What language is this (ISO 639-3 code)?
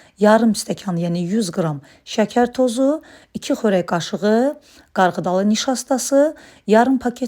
aze